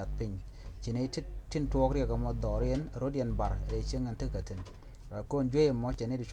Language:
Nuer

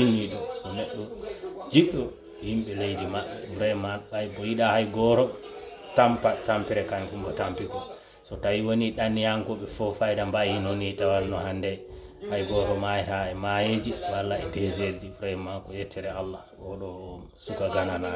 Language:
Fula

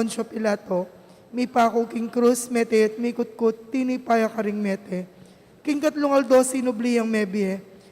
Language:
Pampanga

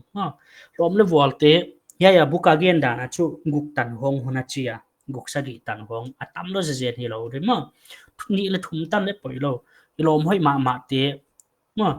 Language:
Paite Chin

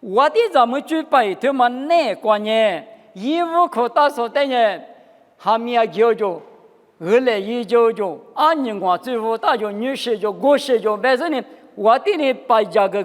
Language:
Lisu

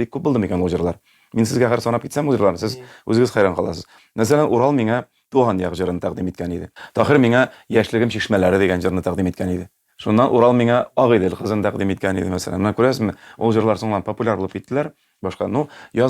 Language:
Tatar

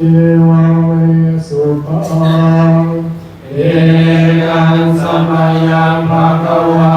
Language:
Pali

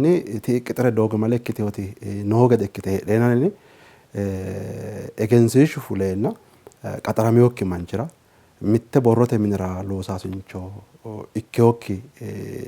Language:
Sidamo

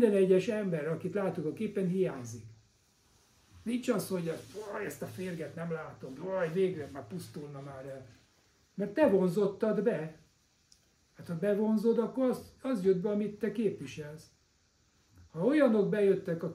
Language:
Hungarian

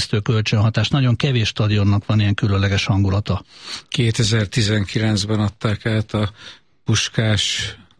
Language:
Hungarian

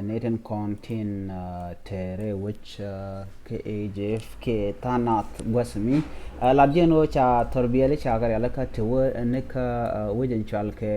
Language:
Nuer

